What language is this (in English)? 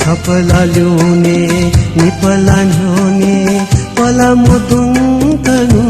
Newari